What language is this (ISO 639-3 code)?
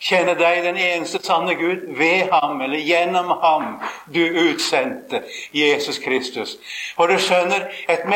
nor